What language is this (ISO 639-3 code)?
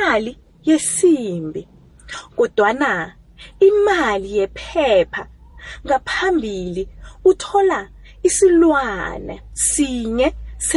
nbl